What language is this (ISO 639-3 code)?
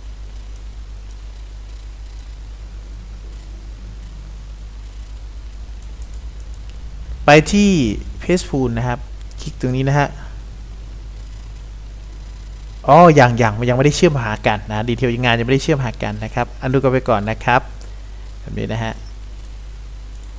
tha